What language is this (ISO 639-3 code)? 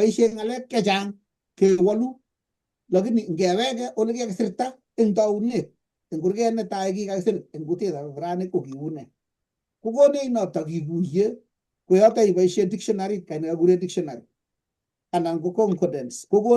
kln